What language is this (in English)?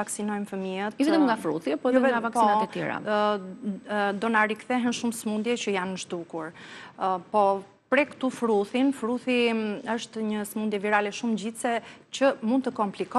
Albanian